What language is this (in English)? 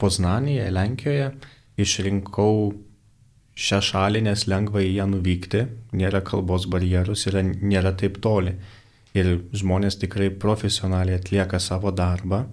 Lithuanian